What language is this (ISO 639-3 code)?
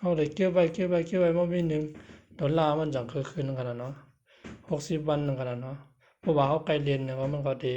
shn